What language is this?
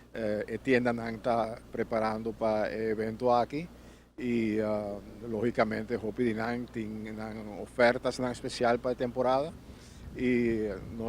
Papiamento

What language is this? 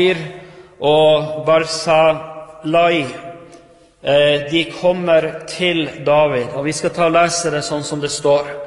Norwegian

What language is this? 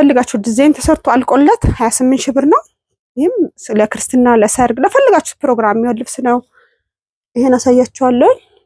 Amharic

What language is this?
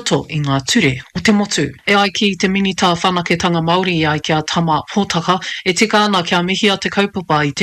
Māori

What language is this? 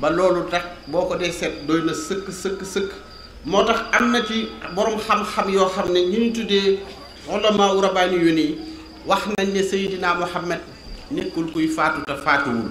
Wolof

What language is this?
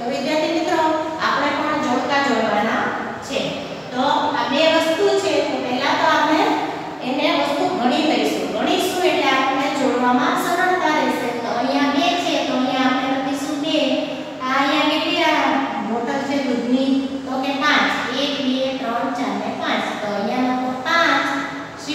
Gujarati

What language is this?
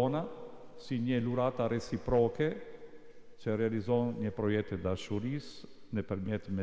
Albanian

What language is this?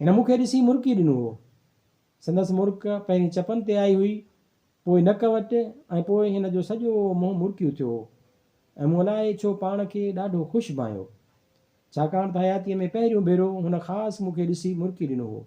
Sindhi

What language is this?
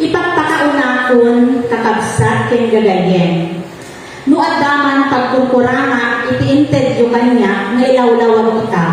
Iloko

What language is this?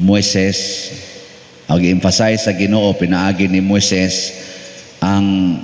Cebuano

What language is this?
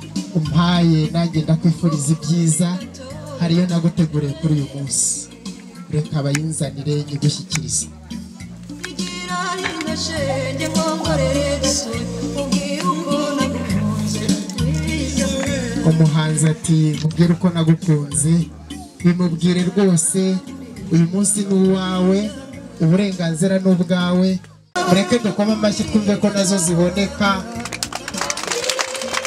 Kinyarwanda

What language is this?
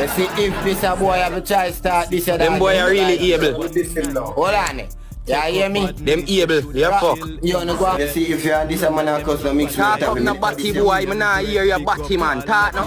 Jamaican Creole English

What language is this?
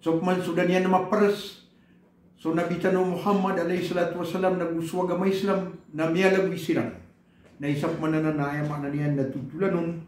Maranao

